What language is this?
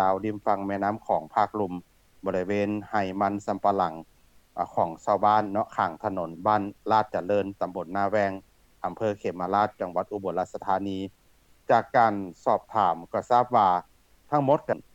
Lao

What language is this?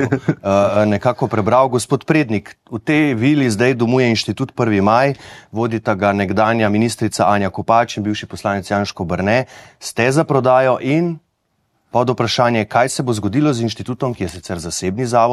Slovenian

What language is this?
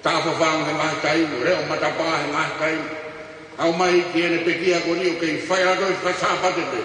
Tongan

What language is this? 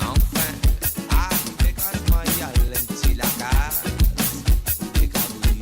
Morisyen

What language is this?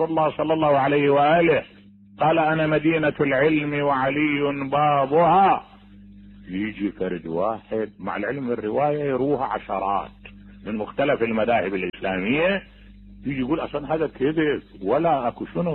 Mesopotamian Arabic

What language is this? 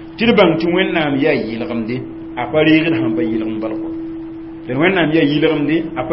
Mossi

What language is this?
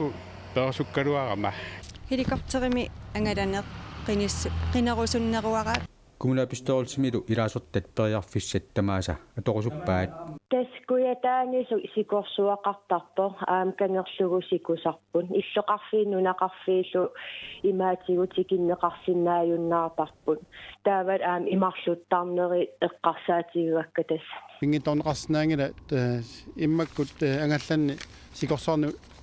Kalaallisut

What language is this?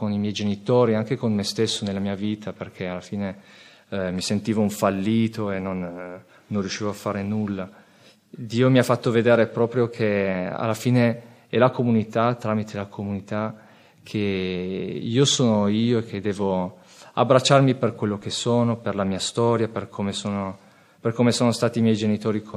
Italian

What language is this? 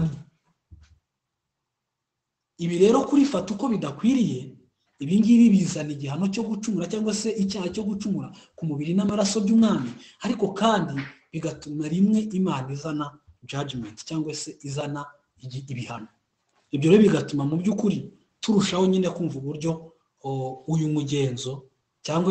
Kinyarwanda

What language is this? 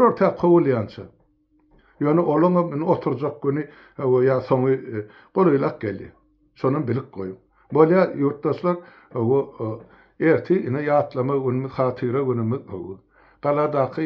Turkmen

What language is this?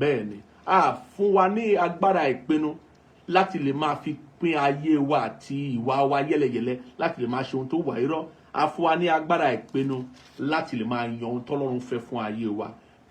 Yoruba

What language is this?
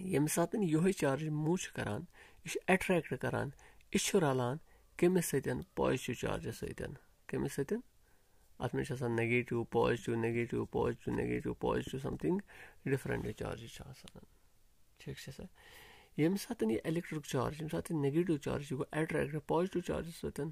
Kashmiri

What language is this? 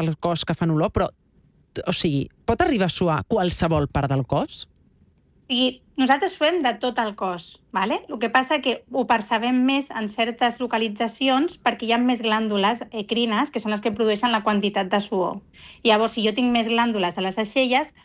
Catalan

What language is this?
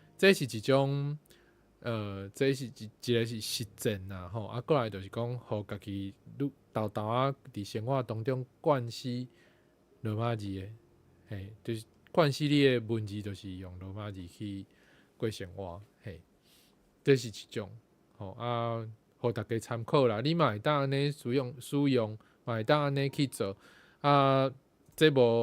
Min Nan Chinese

